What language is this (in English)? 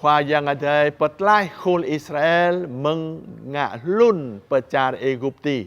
Jarai